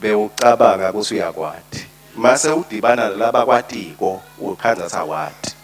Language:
Swati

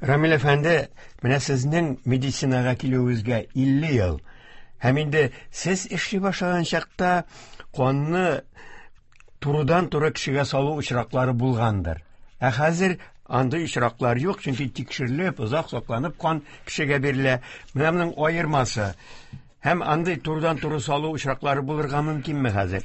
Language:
Tatar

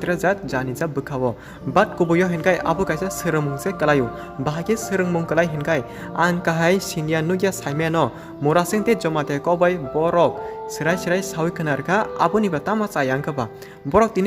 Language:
Kok Borok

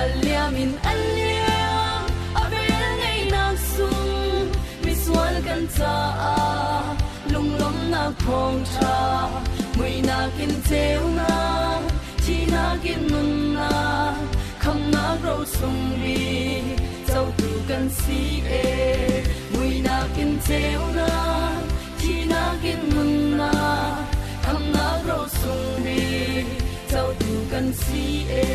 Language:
Falam Chin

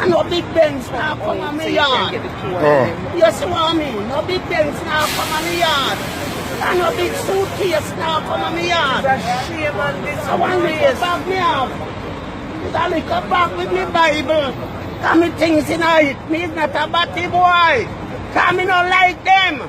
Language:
Jamaican Creole English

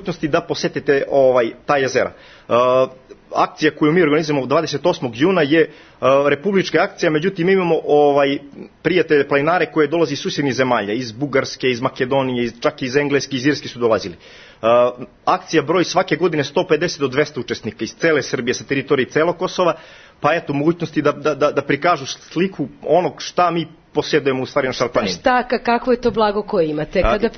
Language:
Serbian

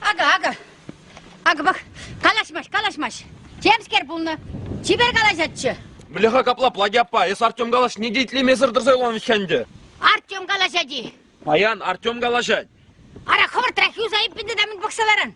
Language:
Chuvash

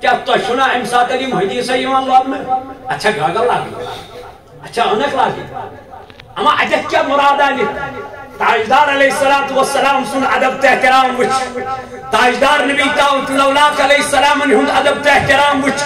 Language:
Kashmiri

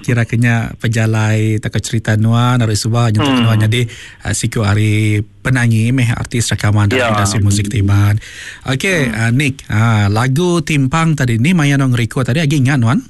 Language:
Iban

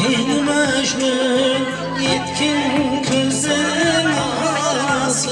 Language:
Kara-Kalpak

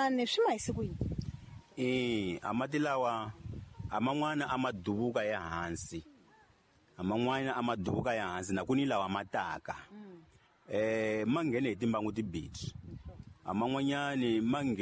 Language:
Tsonga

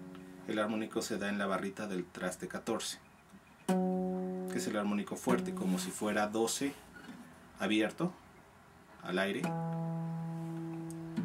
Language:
Spanish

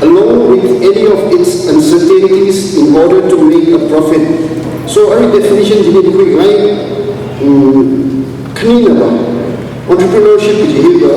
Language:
Tangkhul Naga (India)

